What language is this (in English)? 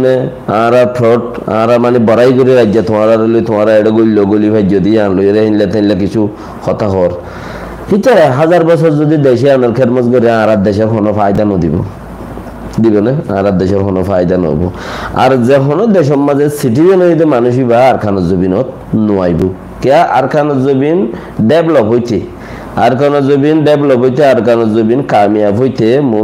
Rohingya